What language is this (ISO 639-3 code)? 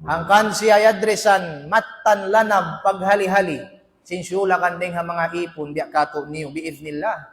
tsg